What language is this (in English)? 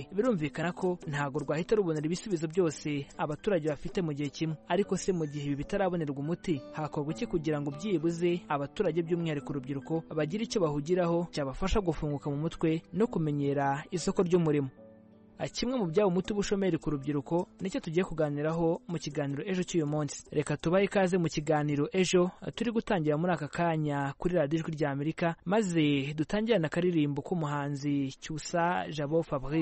Kinyarwanda